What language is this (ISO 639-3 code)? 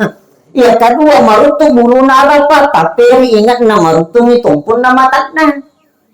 bug